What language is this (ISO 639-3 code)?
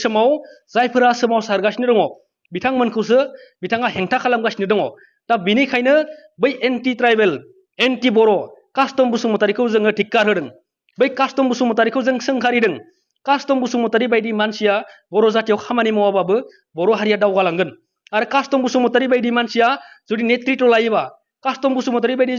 brx